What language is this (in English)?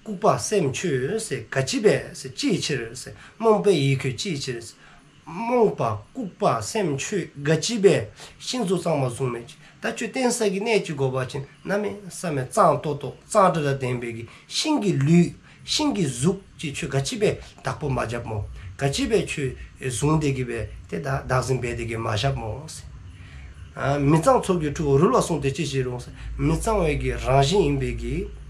Dzongkha